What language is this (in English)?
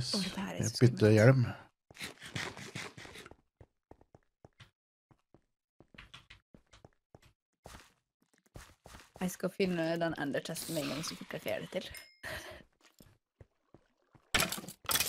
Norwegian